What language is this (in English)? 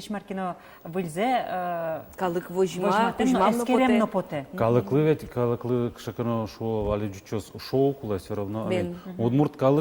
Udmurt